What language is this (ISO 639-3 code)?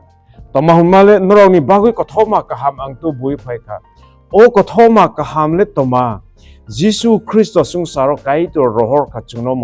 trp